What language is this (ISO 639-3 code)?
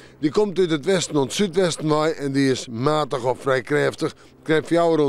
fry